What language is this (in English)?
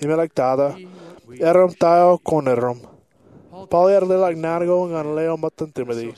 Marshallese